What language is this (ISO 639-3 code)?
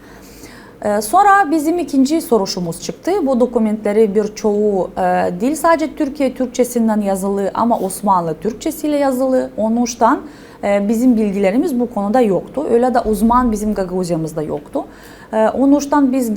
gag